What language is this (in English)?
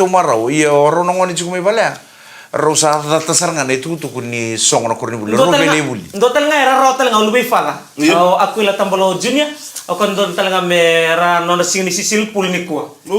Fijian